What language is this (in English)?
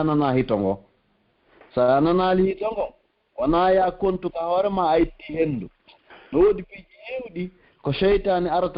Pular